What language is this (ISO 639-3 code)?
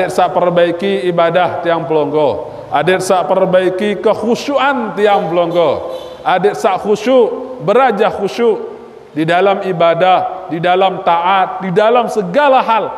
sas